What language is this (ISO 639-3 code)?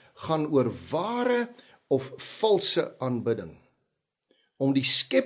afr